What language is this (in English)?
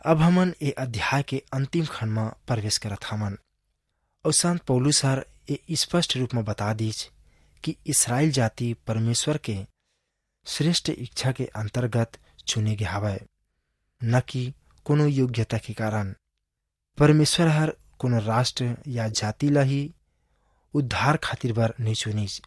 Chhattisgarhi